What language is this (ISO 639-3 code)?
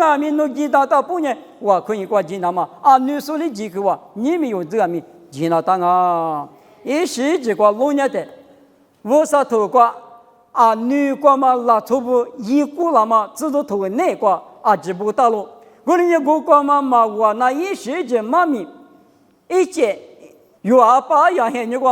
lis